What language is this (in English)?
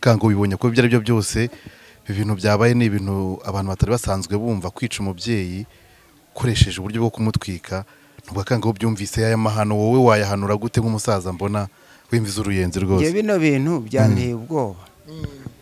Kinyarwanda